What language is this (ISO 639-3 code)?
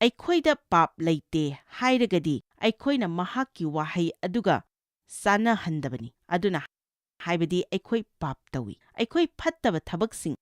mni